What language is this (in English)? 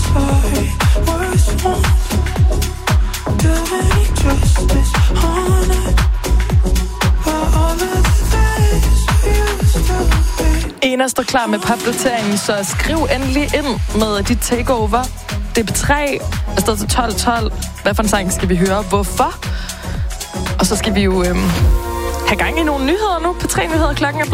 Danish